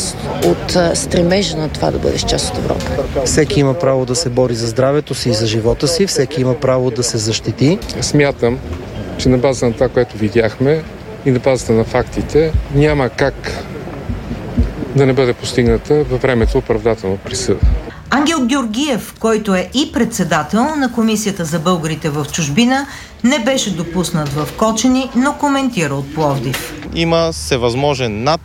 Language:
Bulgarian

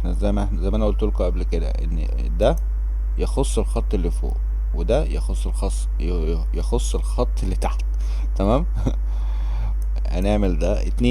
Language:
Egyptian Arabic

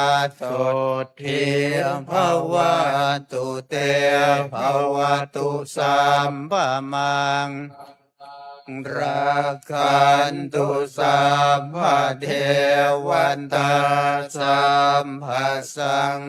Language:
Pali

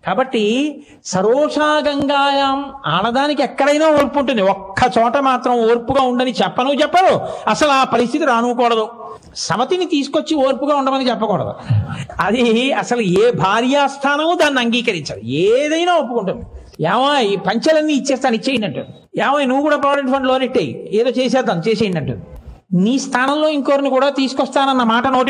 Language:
Telugu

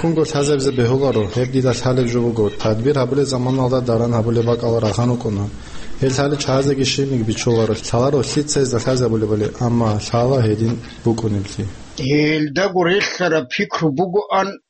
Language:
Avaric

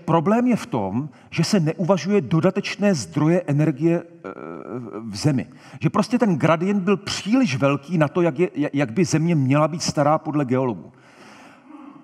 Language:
Czech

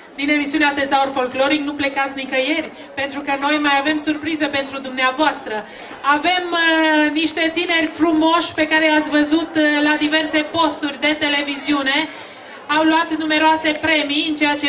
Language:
Romanian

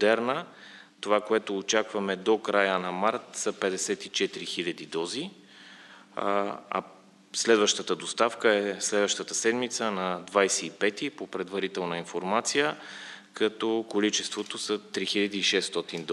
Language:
Bulgarian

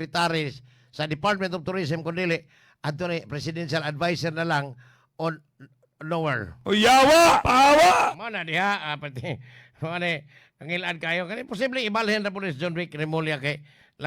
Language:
Cebuano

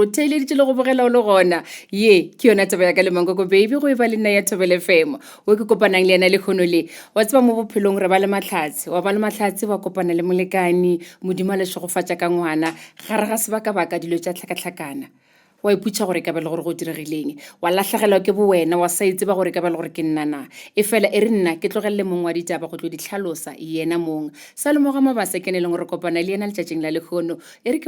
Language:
Northern Sotho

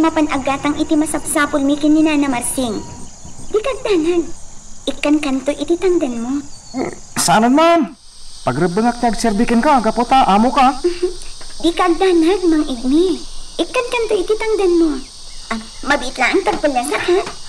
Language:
Iloko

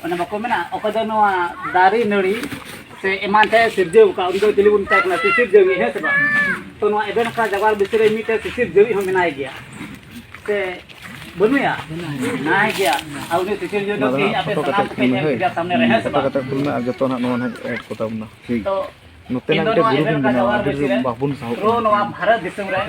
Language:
Santali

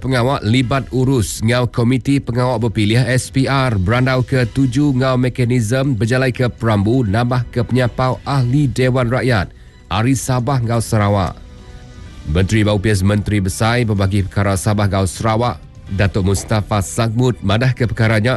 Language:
Iban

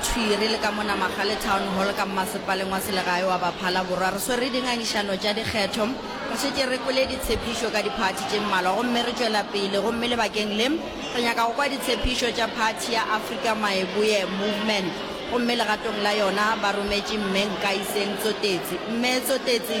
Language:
Northern Sotho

